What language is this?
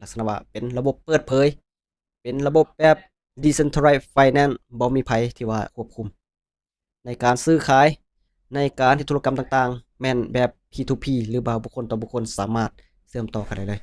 Lao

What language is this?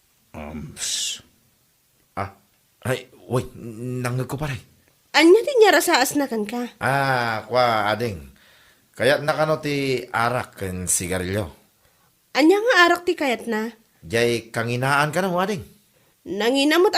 Iloko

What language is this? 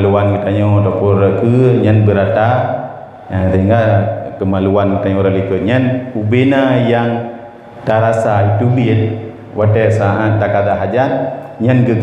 Achinese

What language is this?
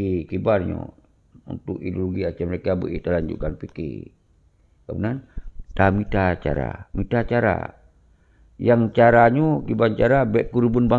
Achinese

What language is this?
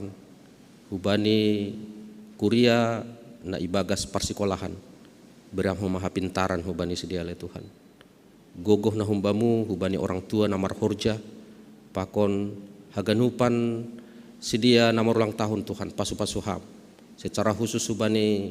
Batak Simalungun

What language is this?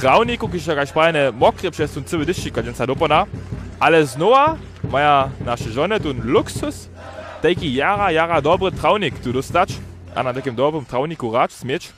Upper Sorbian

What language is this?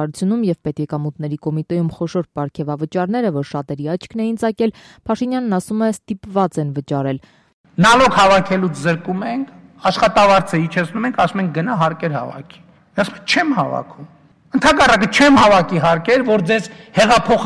Armenian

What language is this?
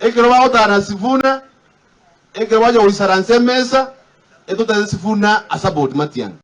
Gusii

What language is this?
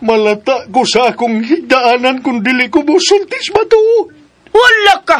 Cebuano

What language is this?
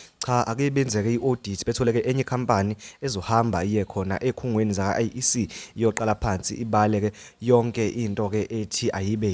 Zulu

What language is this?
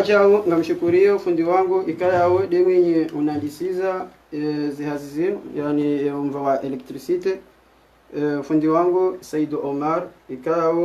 Ngazidja Comorian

